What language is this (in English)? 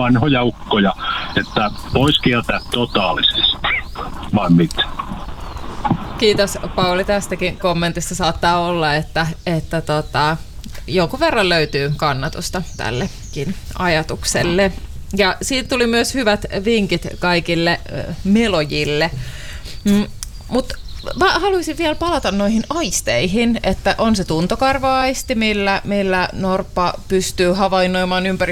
Finnish